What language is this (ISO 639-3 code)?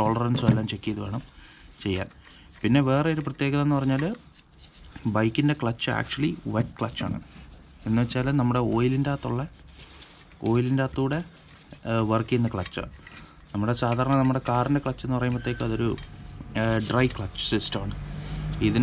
mal